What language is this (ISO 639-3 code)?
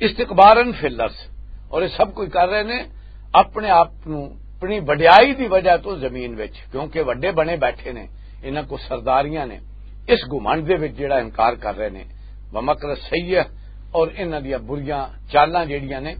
lah